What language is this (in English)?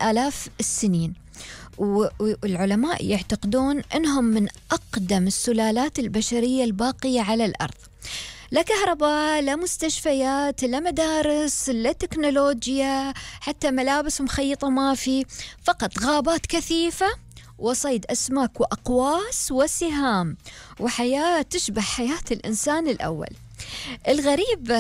Gulf Arabic